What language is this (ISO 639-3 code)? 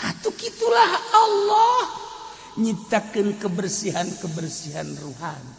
sun